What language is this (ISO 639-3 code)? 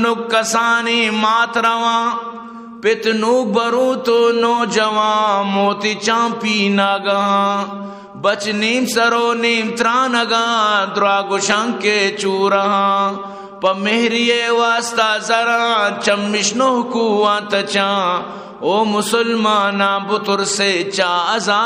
bgp